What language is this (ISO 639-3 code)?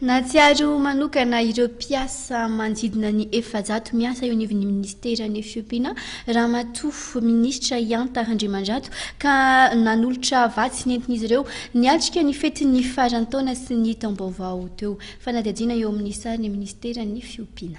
mlg